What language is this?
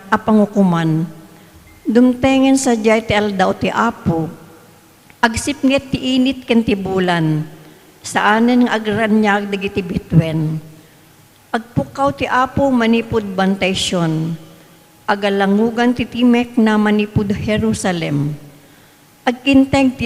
Iloko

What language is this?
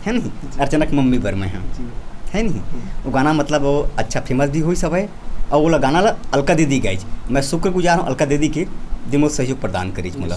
Chhattisgarhi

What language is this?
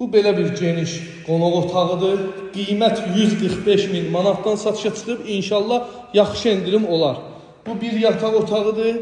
Azerbaijani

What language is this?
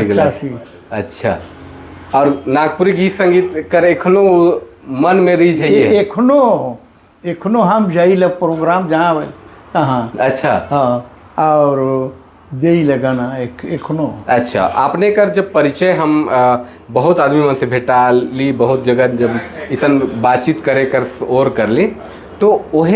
Sadri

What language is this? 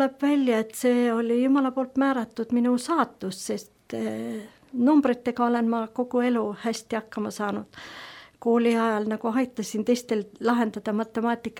Estonian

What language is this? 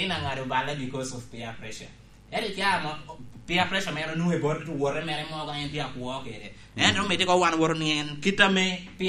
Lango (Uganda)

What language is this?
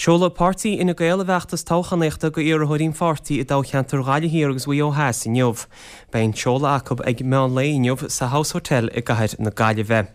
Irish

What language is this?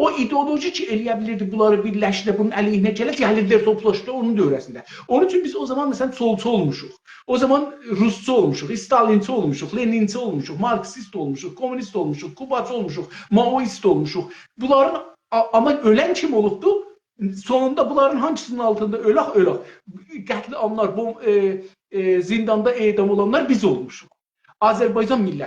South Azerbaijani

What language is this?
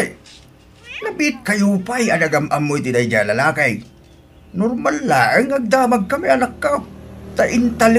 Iloko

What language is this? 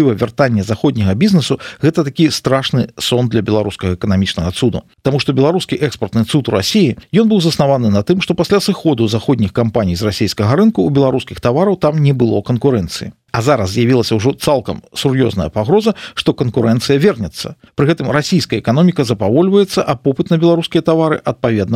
Belarusian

